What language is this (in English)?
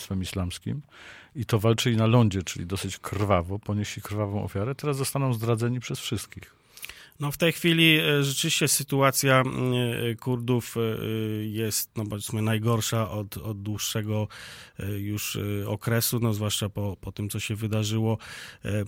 Polish